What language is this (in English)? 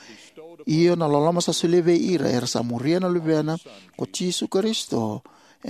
Fijian